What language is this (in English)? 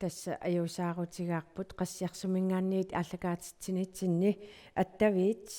Kalaallisut